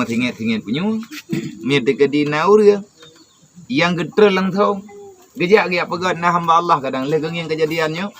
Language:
Achinese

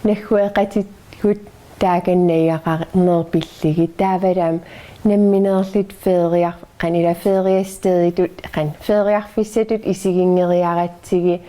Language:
Kalaallisut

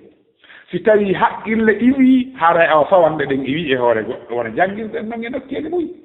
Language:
Fula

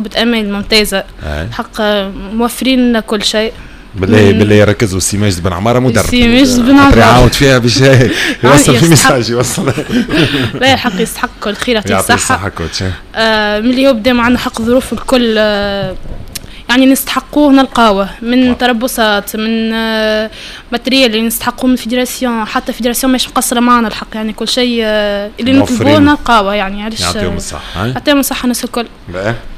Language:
Tunisian Arabic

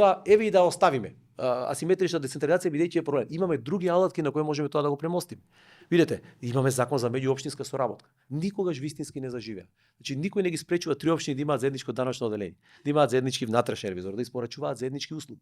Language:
Macedonian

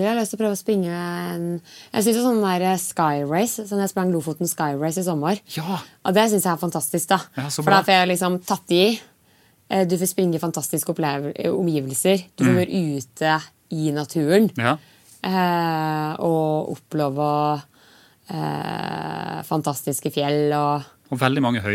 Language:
Norwegian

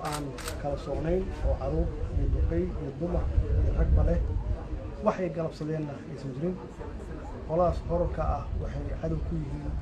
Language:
Somali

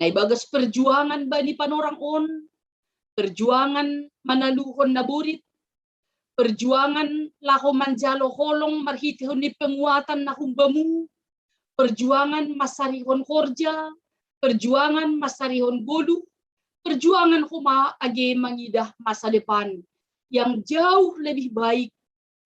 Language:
Batak Simalungun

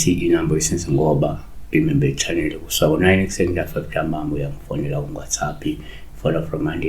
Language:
Zulu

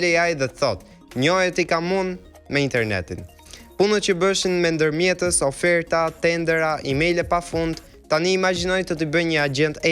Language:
Albanian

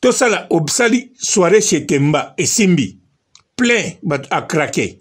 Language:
Lingala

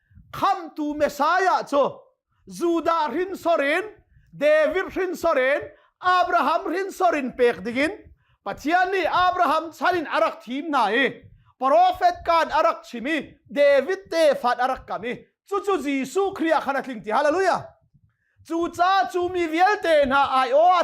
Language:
Hakha Chin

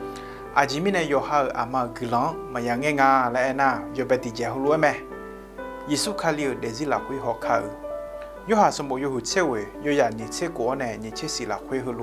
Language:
Akha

